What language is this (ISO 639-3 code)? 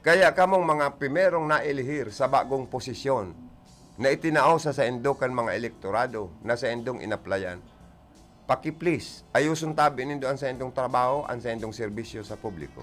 bik